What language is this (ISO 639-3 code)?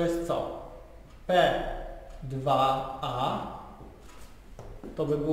pol